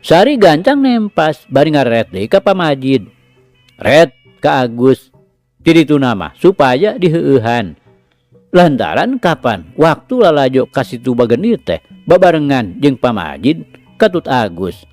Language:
Sundanese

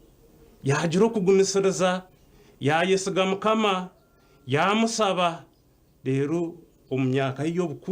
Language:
Nyankole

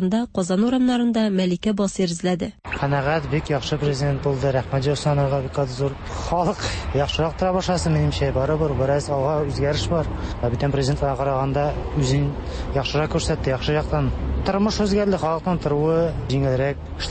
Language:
Tatar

